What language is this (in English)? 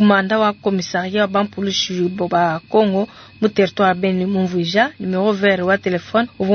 Luba-Lulua